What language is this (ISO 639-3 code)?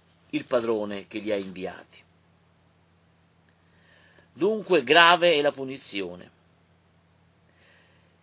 ita